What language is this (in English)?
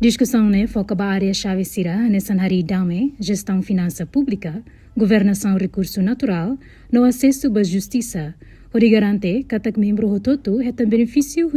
Tetum